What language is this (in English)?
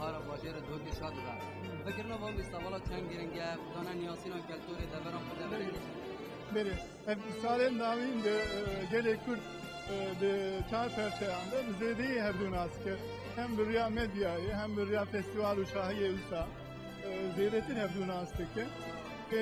Kurdish